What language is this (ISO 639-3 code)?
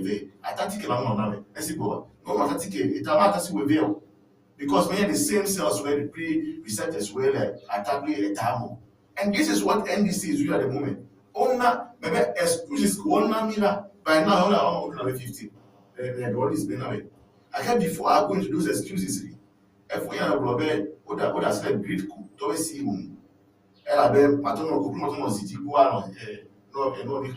ewe